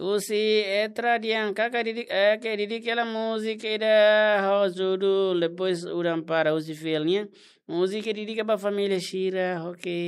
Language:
Tetum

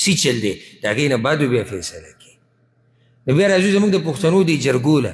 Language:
Pashto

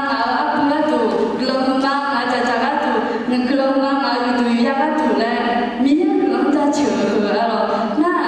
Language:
Akha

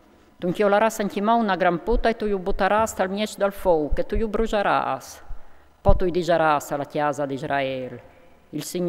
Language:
Friulian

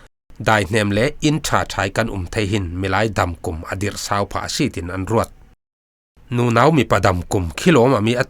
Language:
Falam Chin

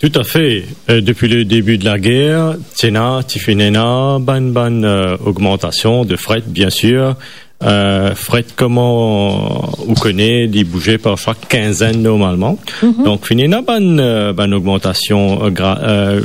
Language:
Morisyen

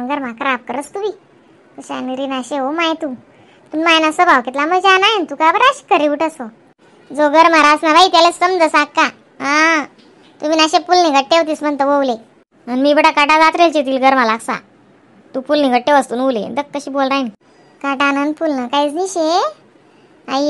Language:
Khandesi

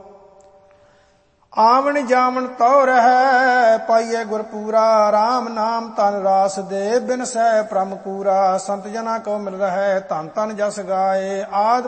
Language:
Punjabi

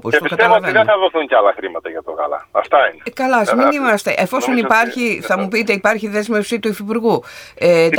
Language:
Greek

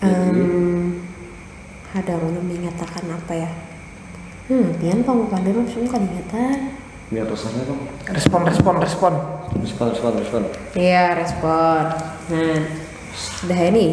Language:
Banjar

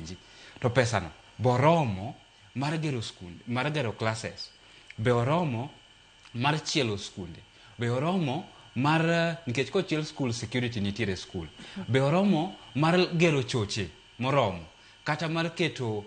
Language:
Luo (Kenya and Tanzania)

